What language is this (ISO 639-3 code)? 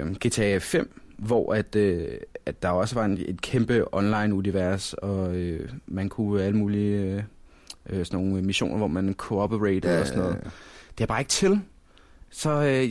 dan